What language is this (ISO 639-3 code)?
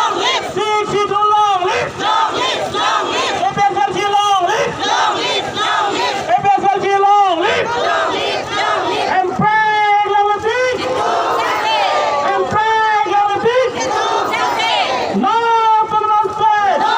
mjw